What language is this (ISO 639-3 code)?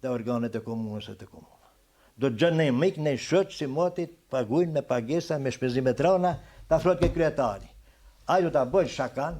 sqi